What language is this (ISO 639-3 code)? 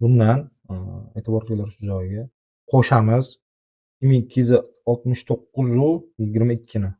uzb